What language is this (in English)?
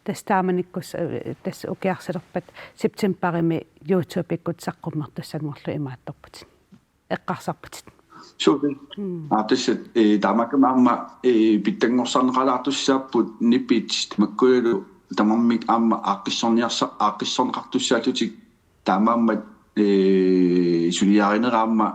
Kalaallisut